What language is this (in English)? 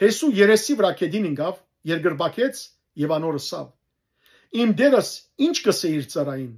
Western Armenian